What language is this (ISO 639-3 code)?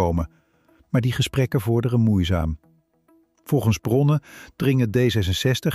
nld